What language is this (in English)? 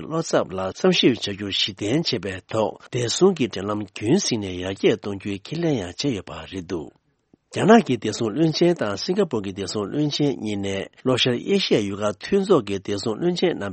Tibetan